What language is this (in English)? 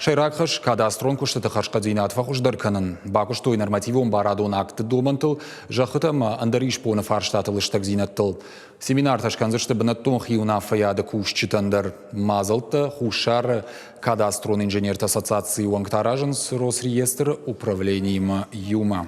Ossetic